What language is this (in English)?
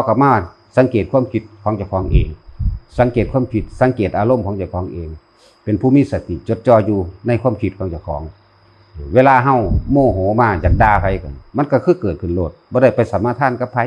Northeastern Thai